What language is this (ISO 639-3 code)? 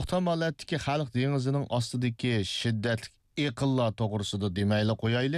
uig